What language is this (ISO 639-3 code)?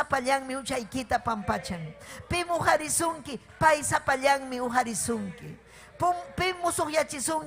quy